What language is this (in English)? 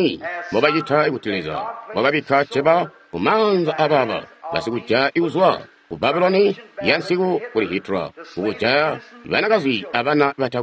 Tonga (Zambia)